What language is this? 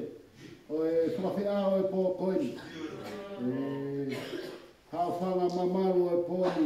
Tongan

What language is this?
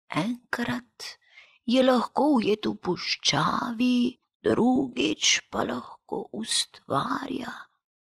Slovenian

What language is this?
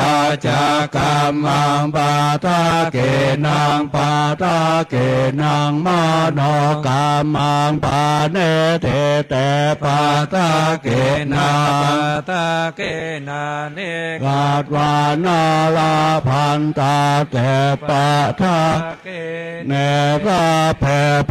Pali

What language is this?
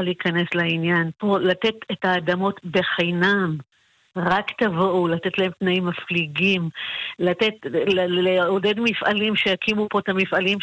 Hebrew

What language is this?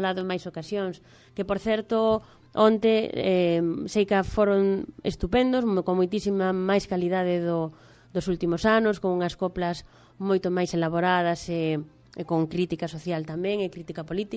Galician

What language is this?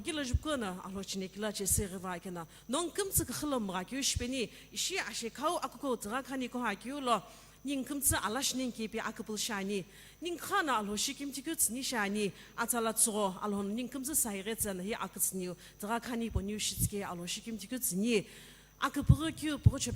Sumi Naga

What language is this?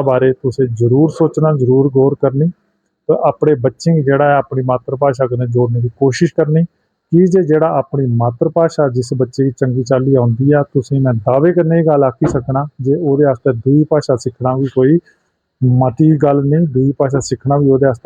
Dogri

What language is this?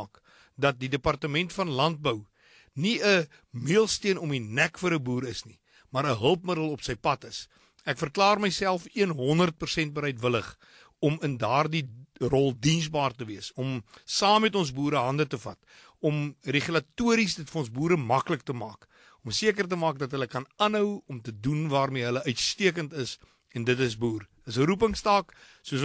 Afrikaans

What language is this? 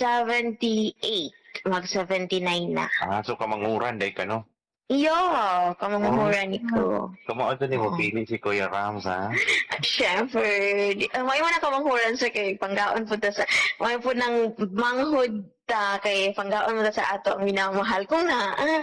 Cebuano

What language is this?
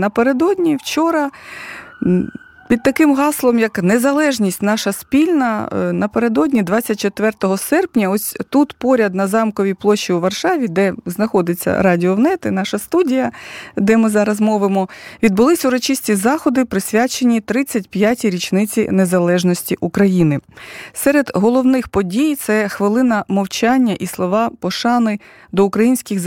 Ukrainian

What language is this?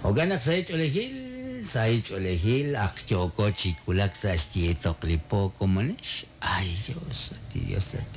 Kekchí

